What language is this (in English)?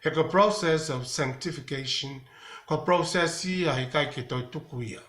Tongan